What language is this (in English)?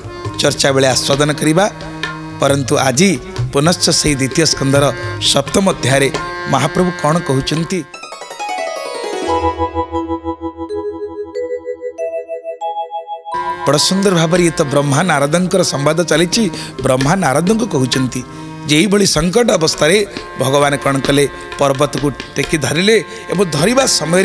Odia